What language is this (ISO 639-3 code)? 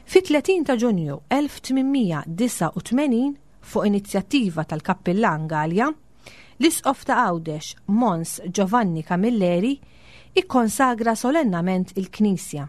mlt